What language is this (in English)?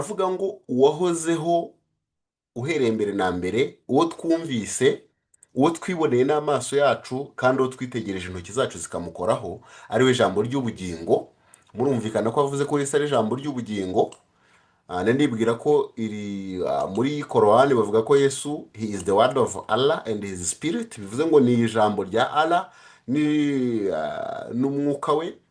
Kinyarwanda